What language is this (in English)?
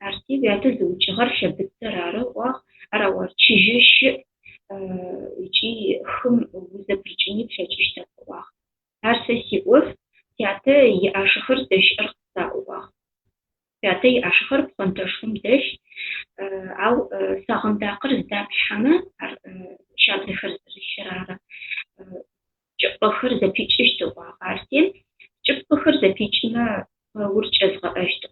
Adyghe